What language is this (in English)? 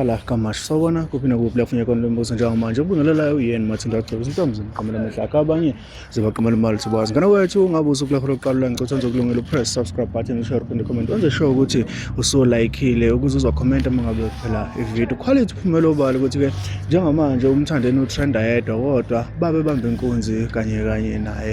Zulu